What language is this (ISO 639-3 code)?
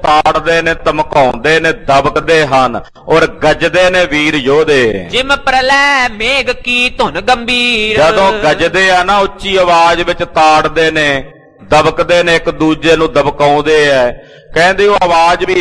pan